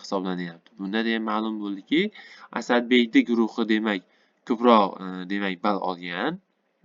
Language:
Uzbek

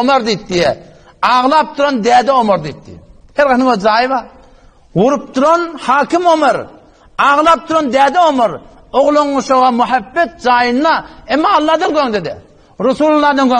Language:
Turkmen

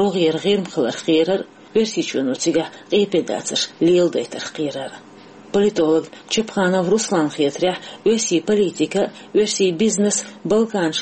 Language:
Chechen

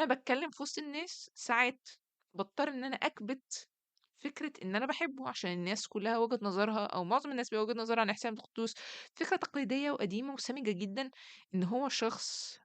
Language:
Egyptian Arabic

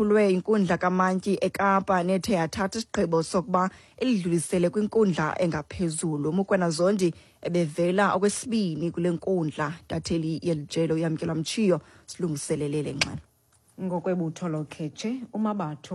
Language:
Xhosa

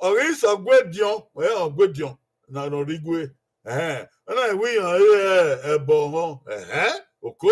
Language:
Bini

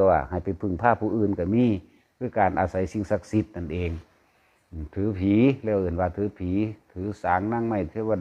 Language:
Lao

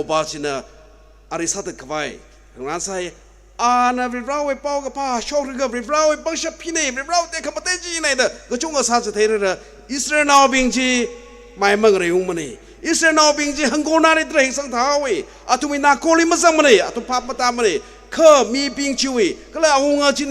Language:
Tangkhul Naga (India)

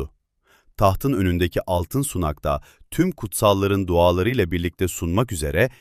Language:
Turkish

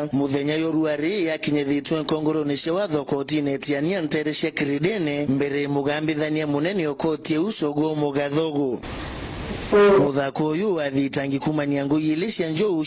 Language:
Meru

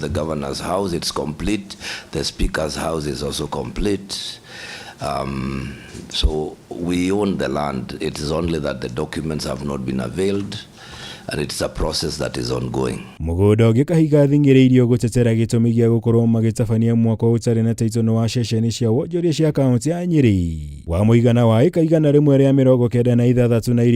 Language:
Kikuyu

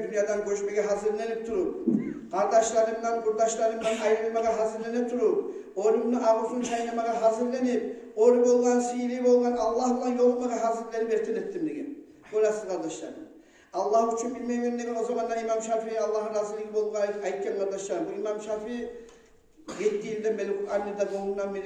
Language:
Kumyk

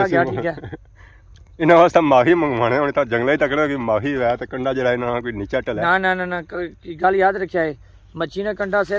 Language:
Pahari-Potwari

